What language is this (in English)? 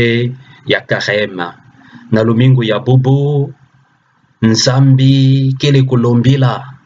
Kituba (Democratic Republic of Congo)